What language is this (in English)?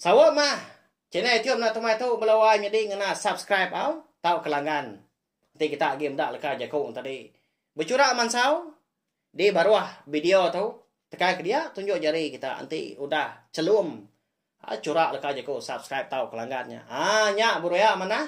Iban